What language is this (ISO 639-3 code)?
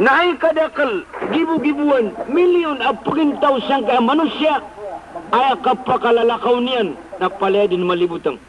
mrw